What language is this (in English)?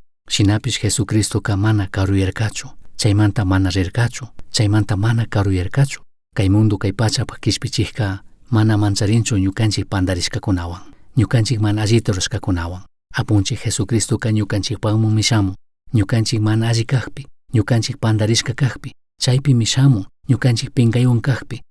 Chimborazo Highland Quichua